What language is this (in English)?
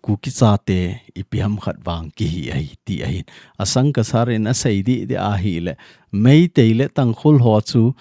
Thado Chin